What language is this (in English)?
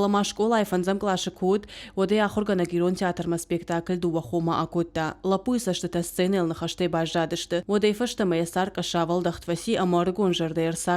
Ossetic